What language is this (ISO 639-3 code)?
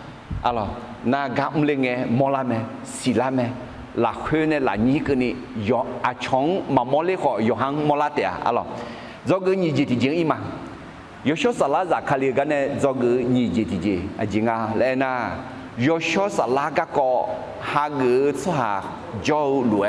ahk